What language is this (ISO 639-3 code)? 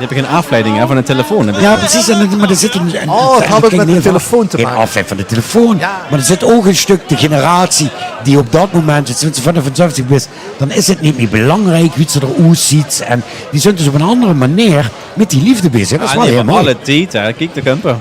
lim